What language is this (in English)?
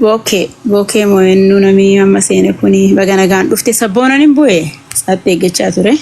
Oromo